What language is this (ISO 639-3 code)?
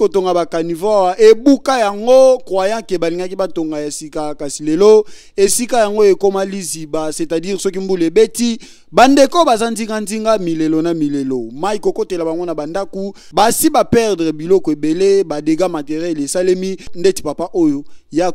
lin